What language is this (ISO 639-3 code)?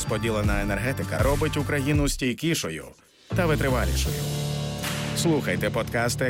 ukr